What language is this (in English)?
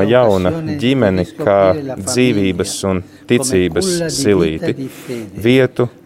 Latvian